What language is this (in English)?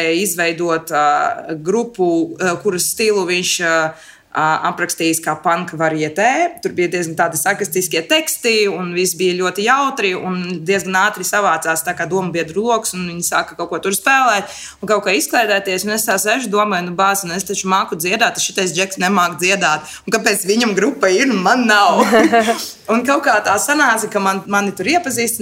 Latvian